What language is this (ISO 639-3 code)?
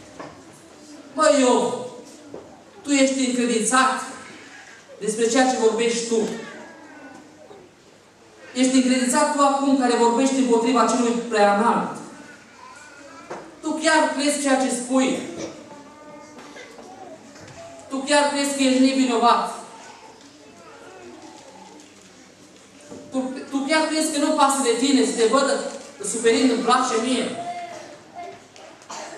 ron